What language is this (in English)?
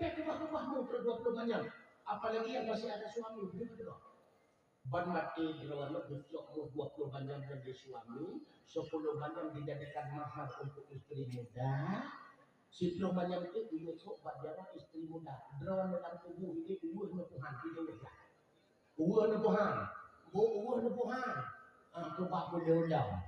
Achinese